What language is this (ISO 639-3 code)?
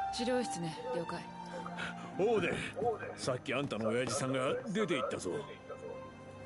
jpn